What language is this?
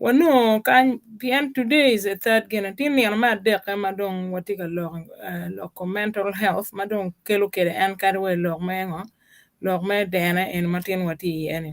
Acoli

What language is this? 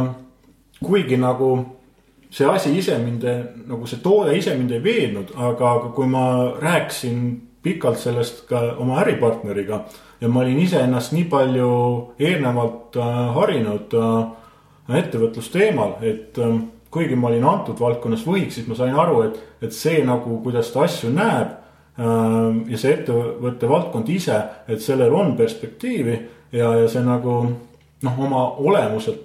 Estonian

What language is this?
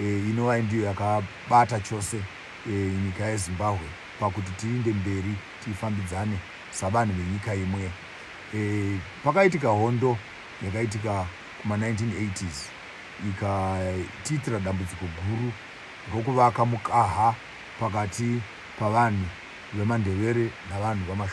Shona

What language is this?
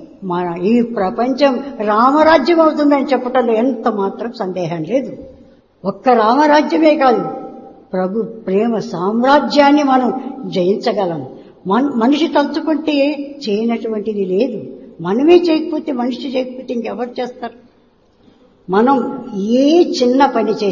Telugu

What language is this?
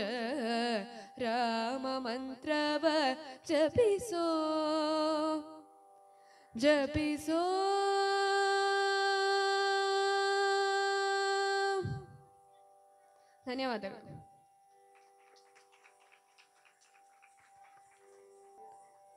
Kannada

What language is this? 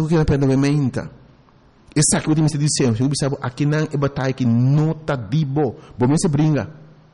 Papiamento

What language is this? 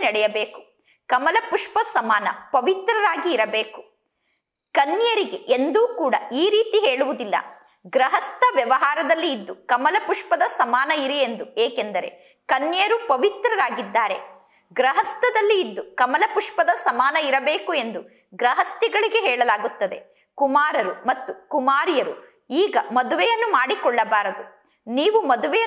Kannada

